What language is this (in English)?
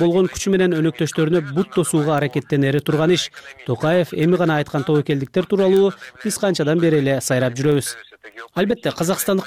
Kyrgyz